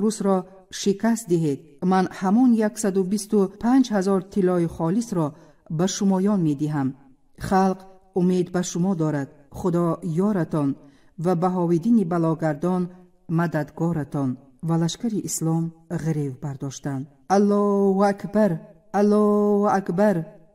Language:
Tajik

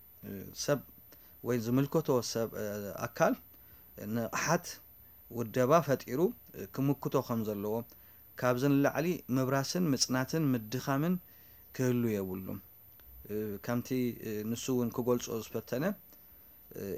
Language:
Tigrinya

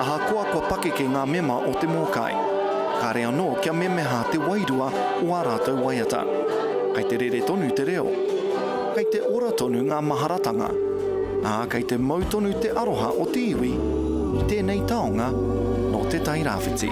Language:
Māori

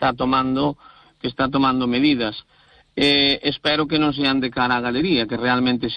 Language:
Galician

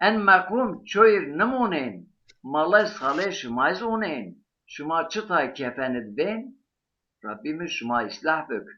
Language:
Zaza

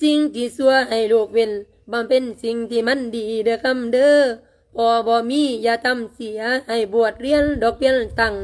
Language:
Lao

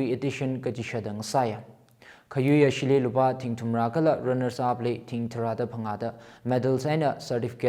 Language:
Tangkhul Naga (India)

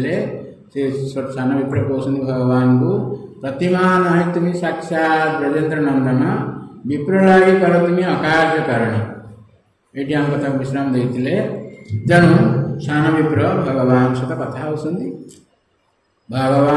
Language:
Odia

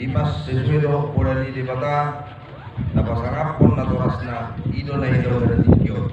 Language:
Batak Toba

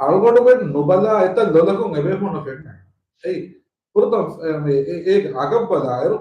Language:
Divehi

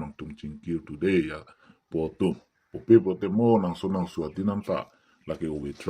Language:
Karbi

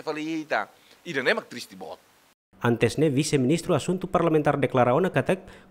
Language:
Tetum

